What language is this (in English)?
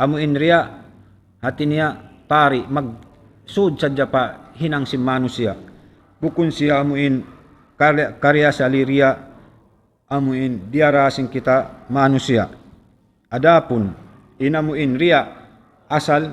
Tausug